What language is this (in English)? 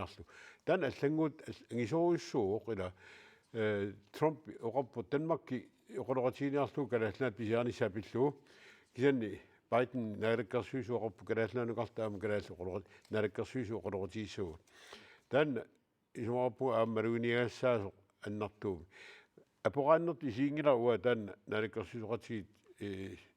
Kalaallisut